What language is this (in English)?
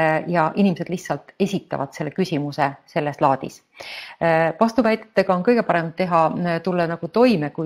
Estonian